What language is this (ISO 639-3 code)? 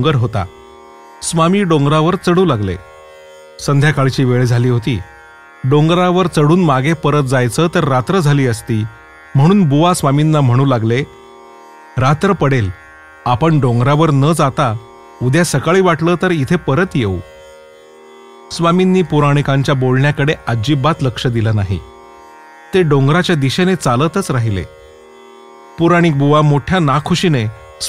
mar